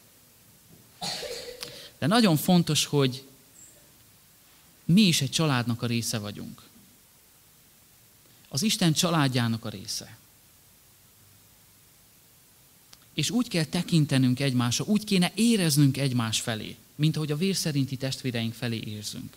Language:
Hungarian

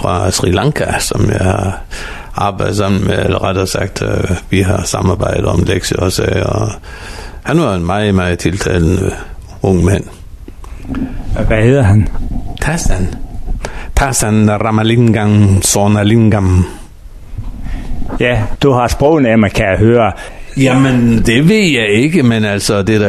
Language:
Danish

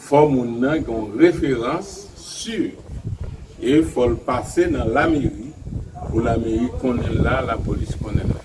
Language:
Haitian Creole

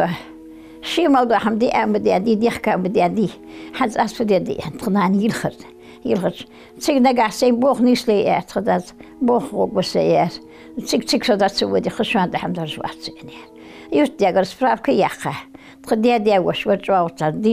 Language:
Ingush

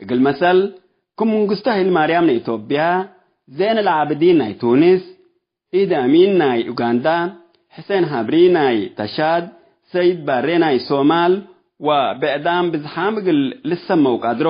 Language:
Tigre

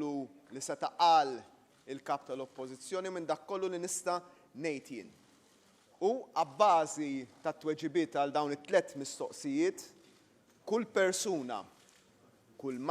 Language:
Maltese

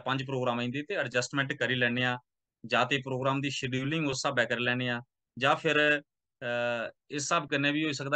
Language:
Dogri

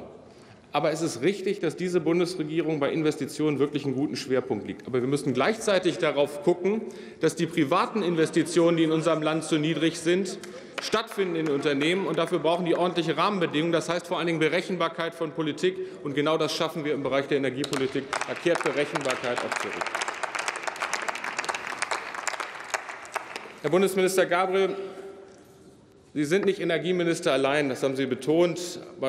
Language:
German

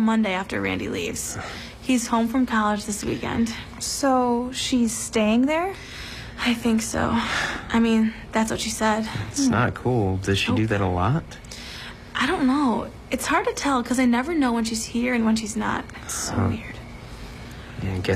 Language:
English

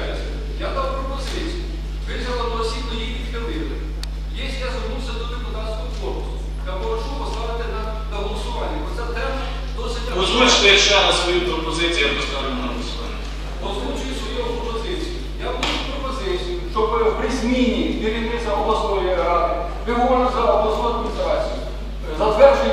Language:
Ukrainian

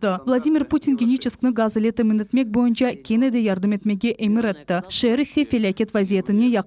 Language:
Crimean Tatar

